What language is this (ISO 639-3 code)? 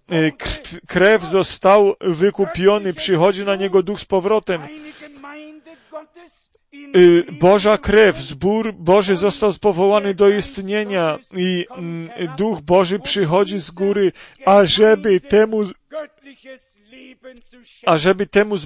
pol